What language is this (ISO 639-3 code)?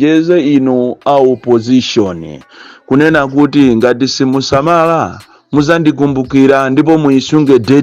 nya